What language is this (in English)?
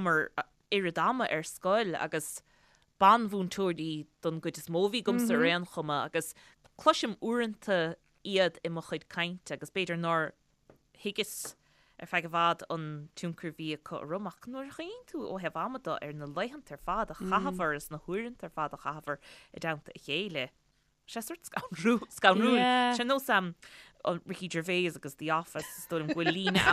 Irish